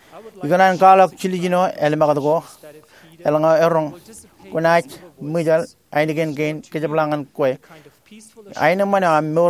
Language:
Marshallese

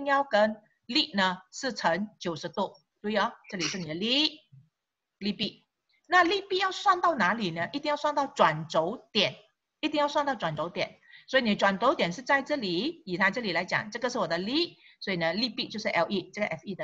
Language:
Chinese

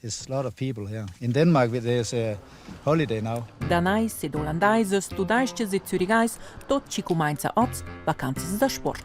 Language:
Romansh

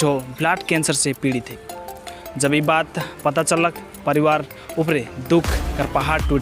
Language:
Sadri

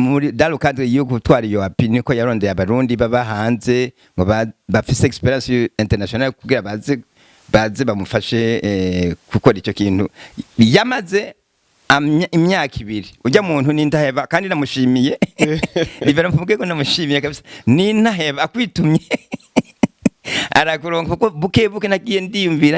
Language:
Rundi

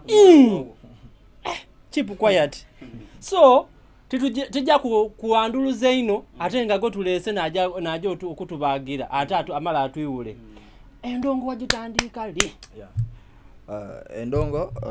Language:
Soga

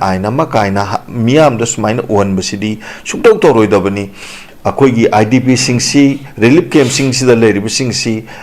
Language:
Manipuri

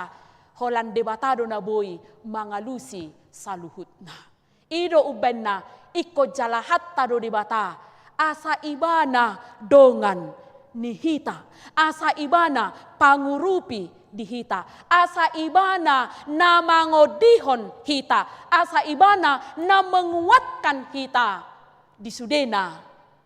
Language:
Batak Toba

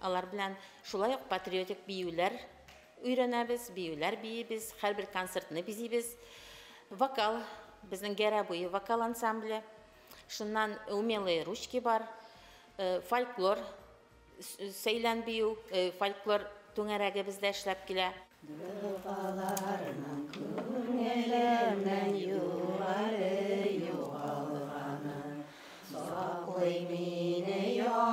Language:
Bashkir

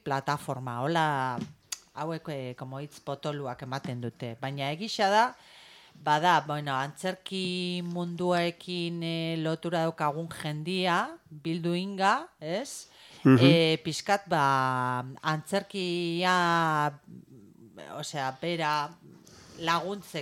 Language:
Basque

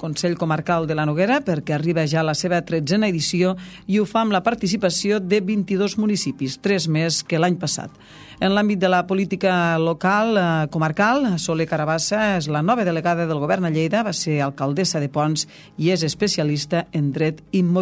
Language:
Catalan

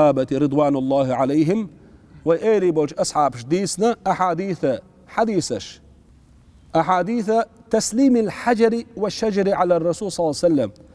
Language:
Chechen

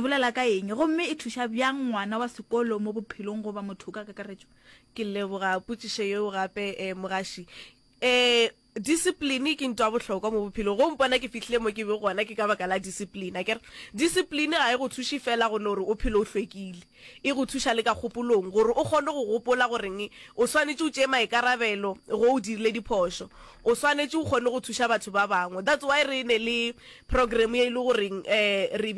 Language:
Northern Sotho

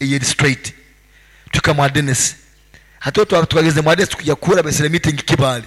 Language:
Nyoro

